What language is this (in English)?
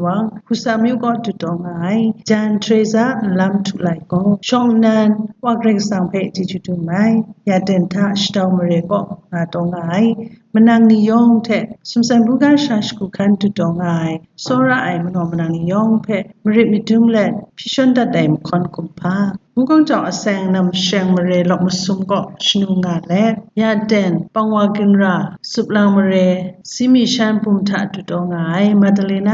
Kachin